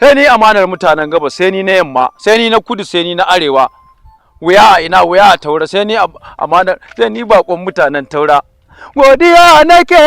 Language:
Hausa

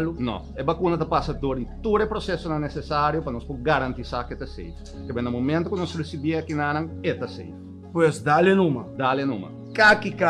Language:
Papiamento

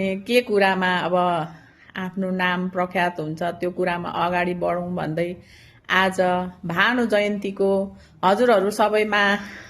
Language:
Nepali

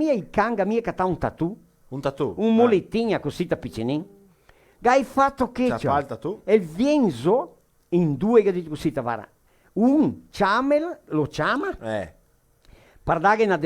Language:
Venetian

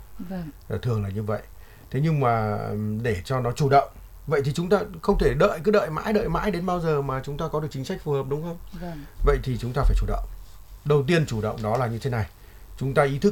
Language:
Vietnamese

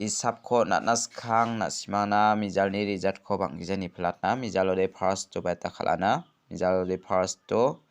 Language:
Garo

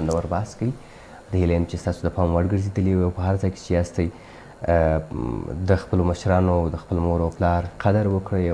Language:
Pashto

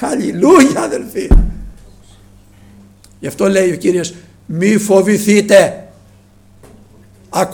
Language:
Greek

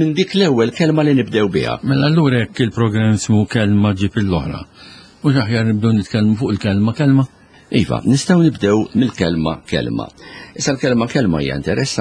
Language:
Maltese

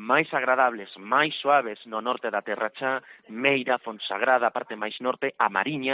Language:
Galician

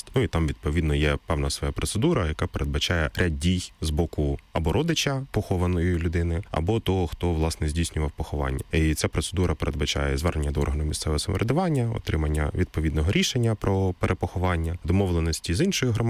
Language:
Ukrainian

